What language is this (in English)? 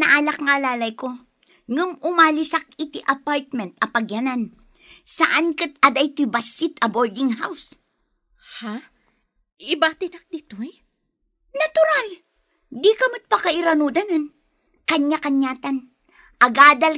Iloko